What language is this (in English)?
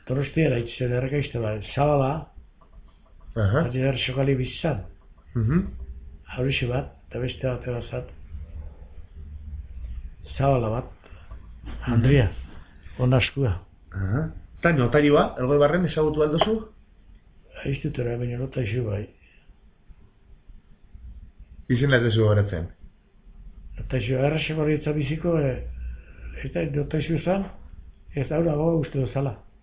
Basque